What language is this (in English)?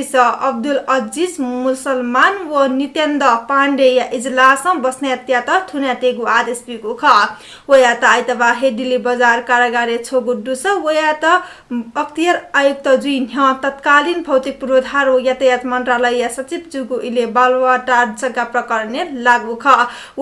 Newari